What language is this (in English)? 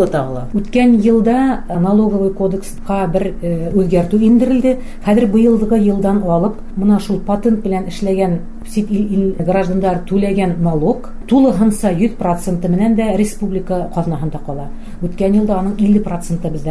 Bashkir